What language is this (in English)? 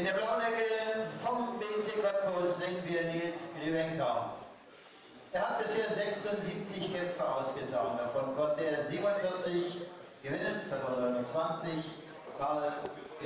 German